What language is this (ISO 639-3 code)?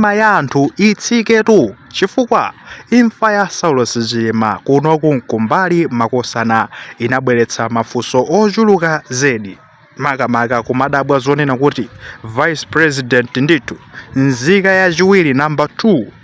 nya